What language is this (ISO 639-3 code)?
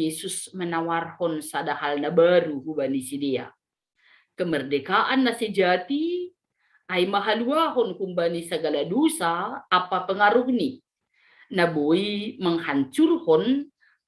bts